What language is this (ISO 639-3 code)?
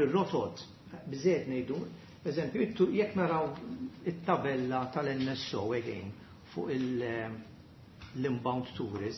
mlt